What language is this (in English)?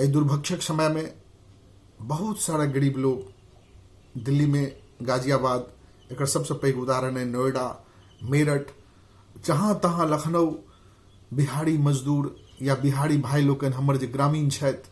Maithili